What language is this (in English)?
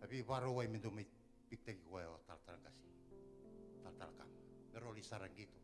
Fijian